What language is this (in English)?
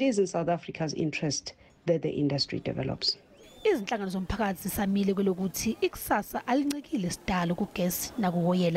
Zulu